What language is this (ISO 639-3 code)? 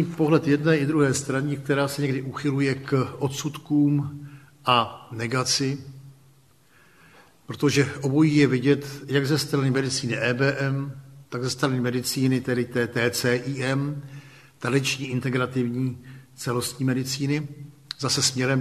ces